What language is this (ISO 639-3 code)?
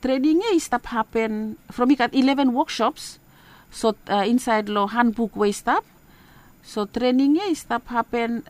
bis